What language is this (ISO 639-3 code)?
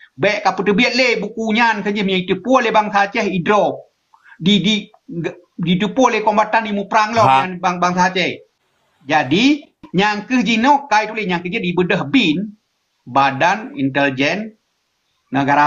ace